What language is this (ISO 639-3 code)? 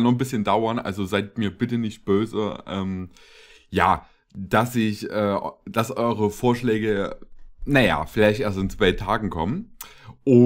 deu